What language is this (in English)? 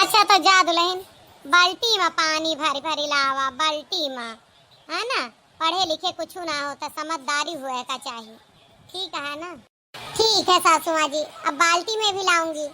Awadhi